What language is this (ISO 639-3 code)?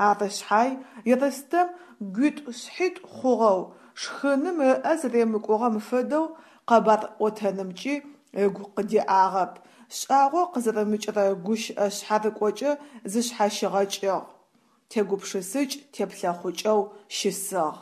ady